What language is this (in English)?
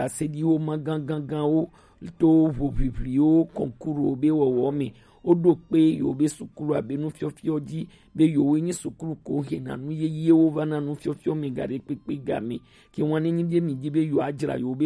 Gen